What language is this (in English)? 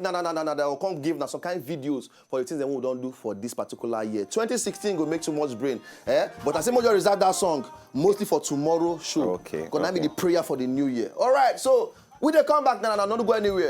Nigerian Pidgin